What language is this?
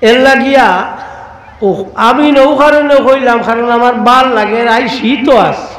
Sylheti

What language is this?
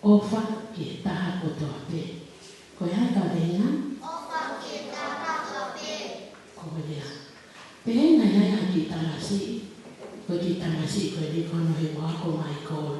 Tongan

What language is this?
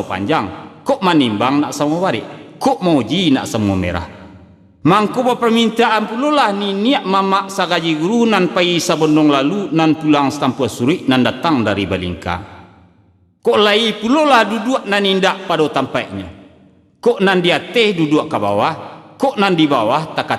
Minangkabau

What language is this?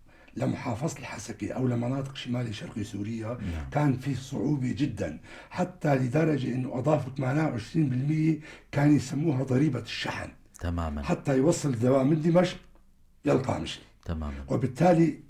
North Levantine Arabic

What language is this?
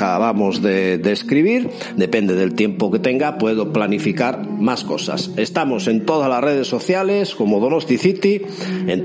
Spanish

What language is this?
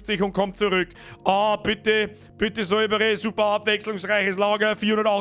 Bavarian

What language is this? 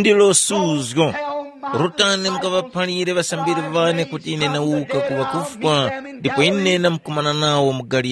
Tumbuka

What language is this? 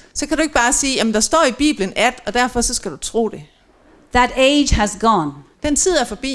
Danish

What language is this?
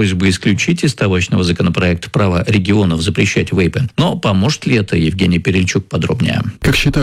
Russian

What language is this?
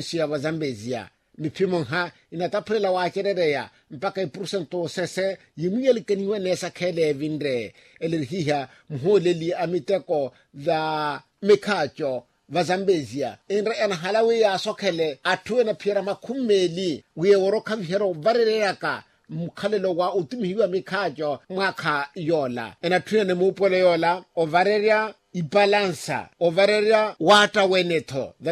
Makhuwa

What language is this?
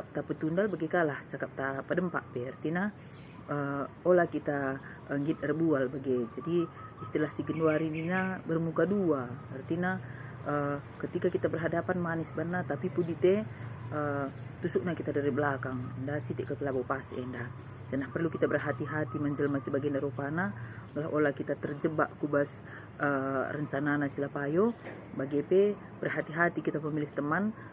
Batak Karo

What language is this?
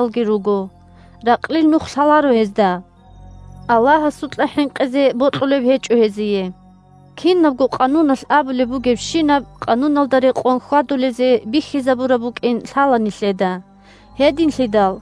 Avaric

